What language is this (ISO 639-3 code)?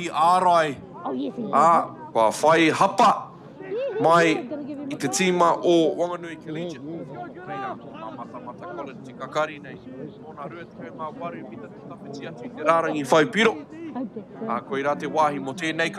mri